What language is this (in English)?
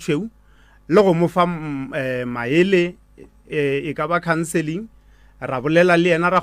Northern Sotho